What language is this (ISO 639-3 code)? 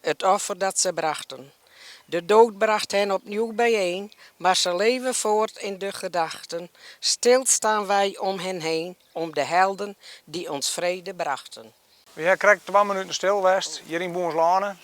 fry